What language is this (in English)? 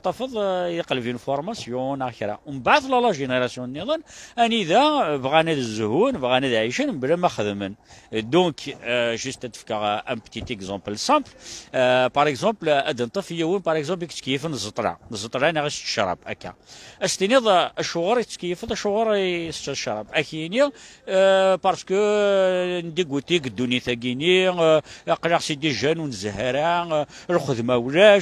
Kabyle